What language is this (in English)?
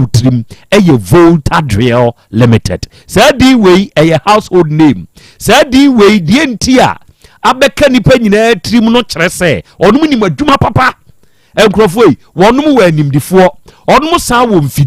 Akan